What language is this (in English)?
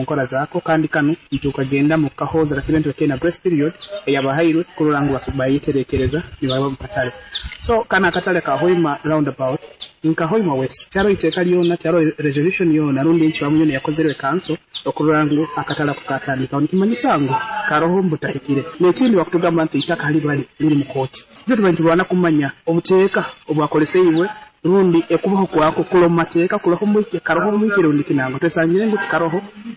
Nyoro